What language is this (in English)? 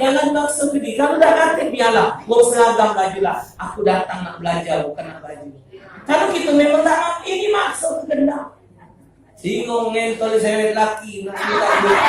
Musi